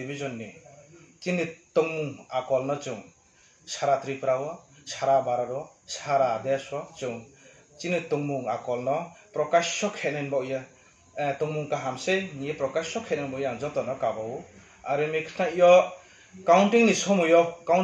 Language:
Riang (India)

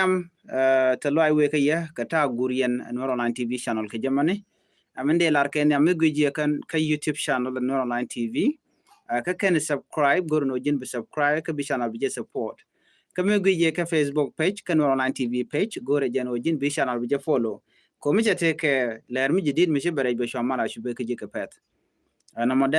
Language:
Nuer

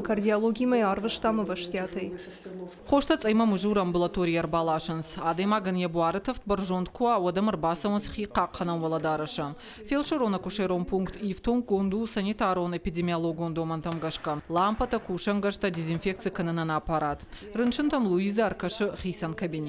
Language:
Ossetic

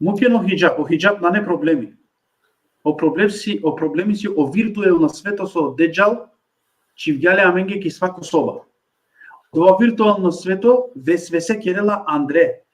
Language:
Balkan Romani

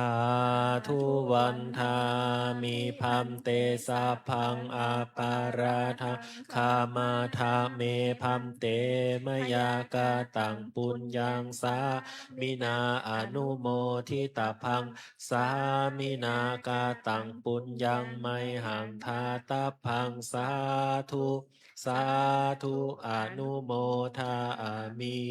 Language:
Pali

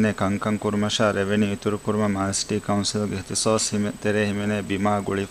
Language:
Divehi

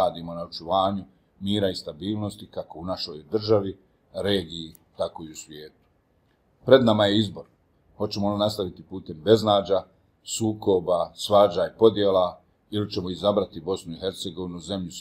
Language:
Bosnian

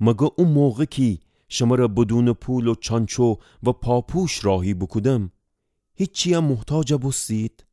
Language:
Gilaki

